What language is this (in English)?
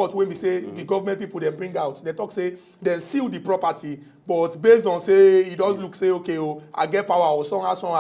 Nigerian Pidgin